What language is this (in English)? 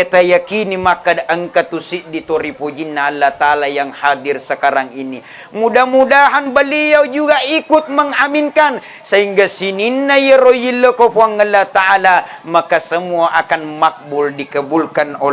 Buginese